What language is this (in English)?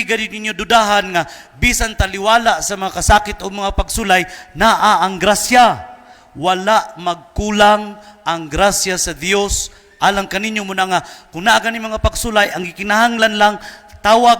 Cebuano